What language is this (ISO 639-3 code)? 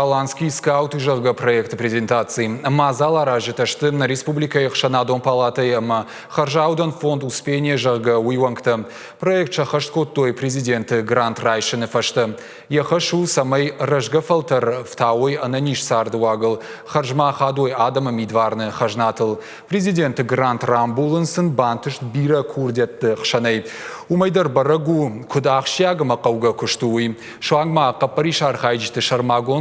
oss